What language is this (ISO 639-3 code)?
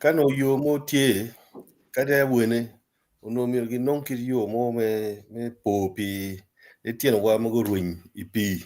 ach